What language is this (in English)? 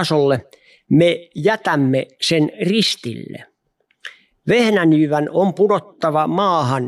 Finnish